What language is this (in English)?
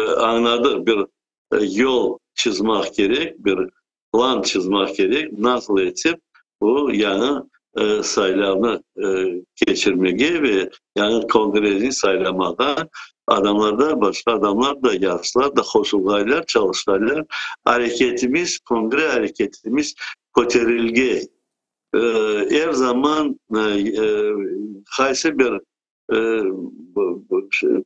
Crimean Tatar